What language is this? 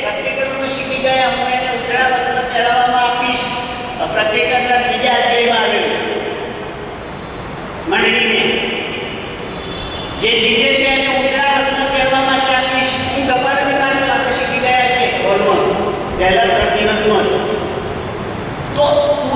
Gujarati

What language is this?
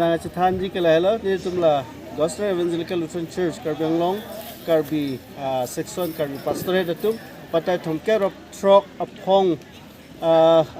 Karbi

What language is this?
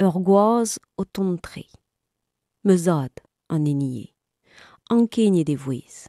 Breton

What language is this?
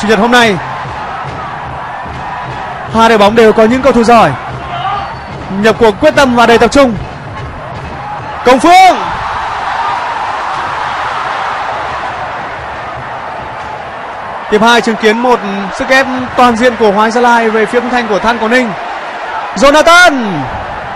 Vietnamese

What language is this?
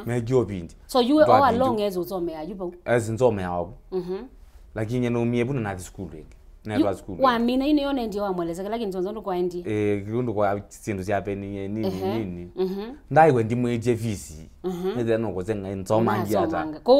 Kamba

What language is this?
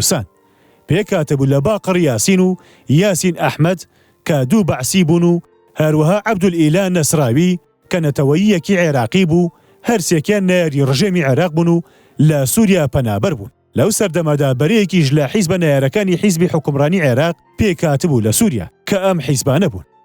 Central Kurdish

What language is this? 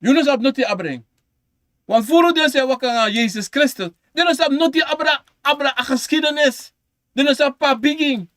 Sranan Tongo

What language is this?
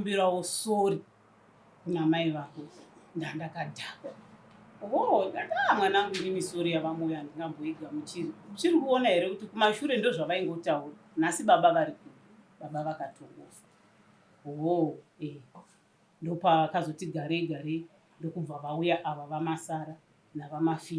Shona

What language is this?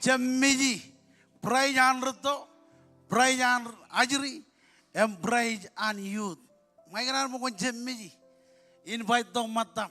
Marshallese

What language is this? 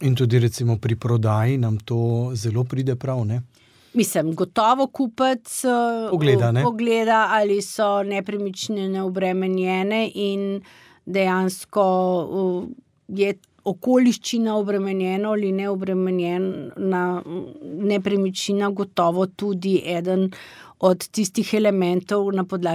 Slovenian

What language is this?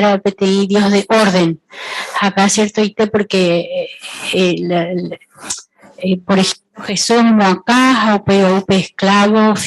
Guarani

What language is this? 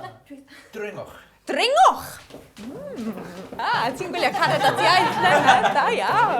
Welsh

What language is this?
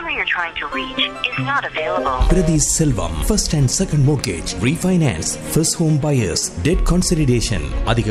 Tamil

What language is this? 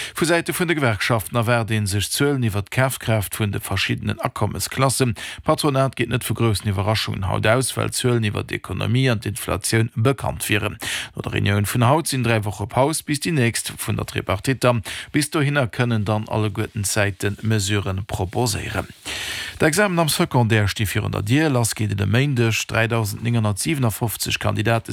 Luxembourgish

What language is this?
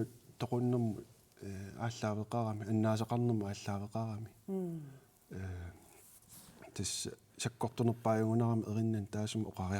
Kalaallisut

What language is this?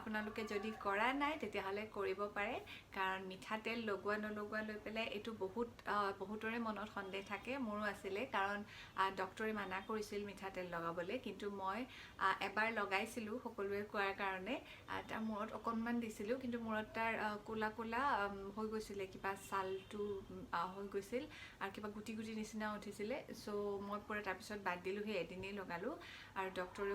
Assamese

